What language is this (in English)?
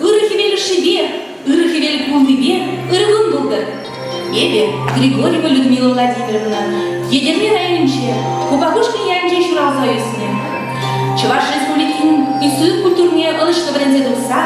Chuvash